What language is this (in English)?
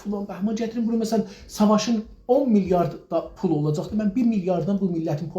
South Azerbaijani